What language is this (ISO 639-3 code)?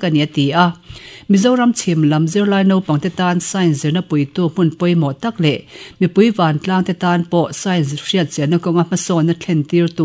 lus